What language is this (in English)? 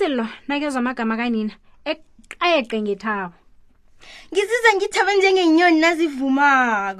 South Ndebele